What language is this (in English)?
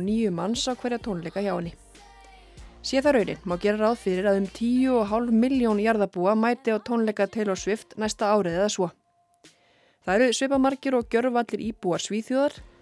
Icelandic